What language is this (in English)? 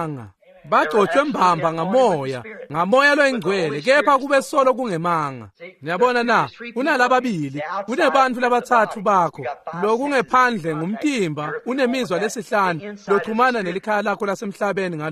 Swati